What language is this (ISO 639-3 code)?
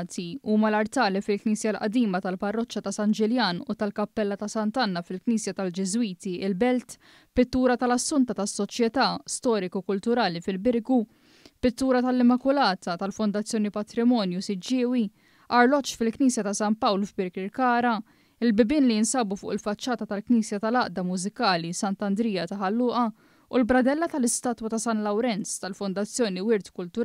mlt